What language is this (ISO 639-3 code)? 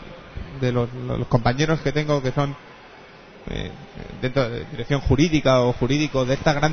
spa